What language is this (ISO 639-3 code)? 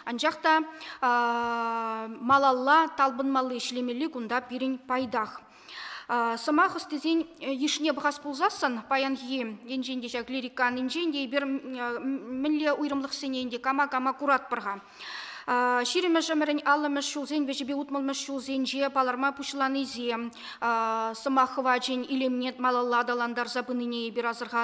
chv